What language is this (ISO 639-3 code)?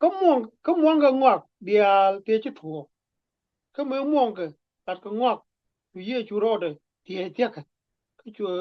nus